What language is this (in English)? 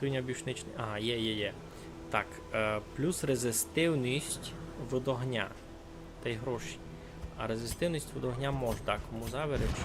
Rusyn